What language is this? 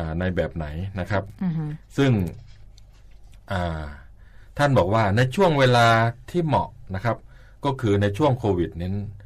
Thai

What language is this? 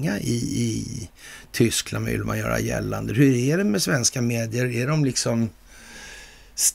Swedish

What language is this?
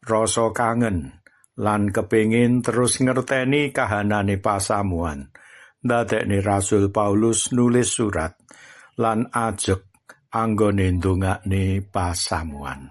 Javanese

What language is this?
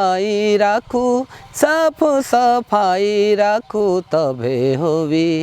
Sadri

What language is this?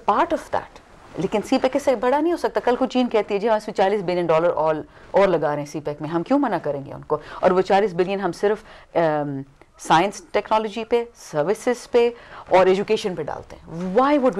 Urdu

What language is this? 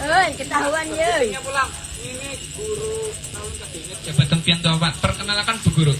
Banjar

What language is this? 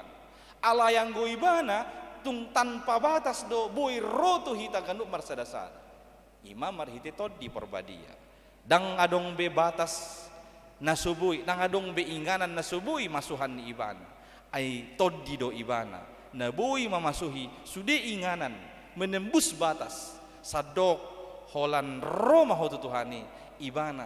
Batak Toba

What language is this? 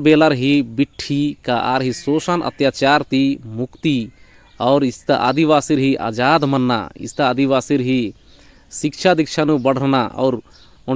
Kurukh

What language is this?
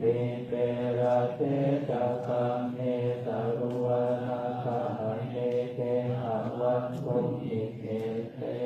Pali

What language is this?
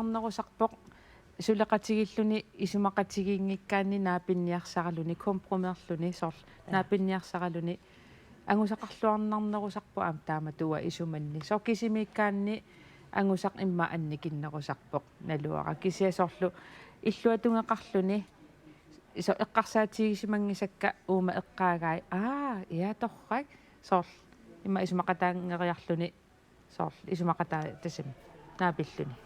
Kalaallisut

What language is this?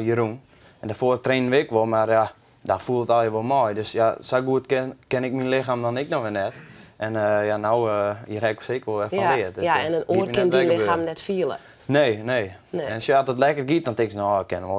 Western Frisian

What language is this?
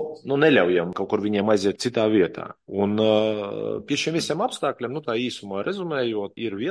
Latvian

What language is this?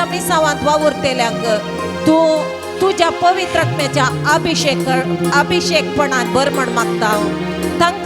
Konkani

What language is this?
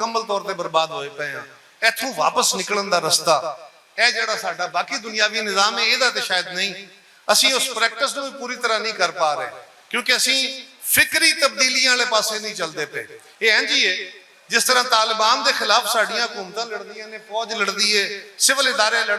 Western Panjabi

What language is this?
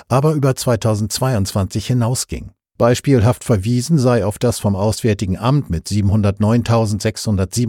German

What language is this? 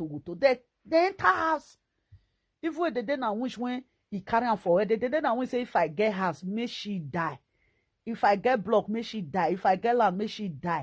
Nigerian Pidgin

